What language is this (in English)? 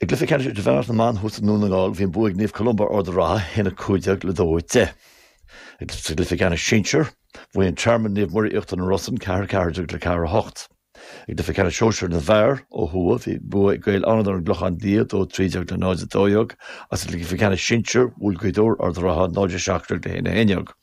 Irish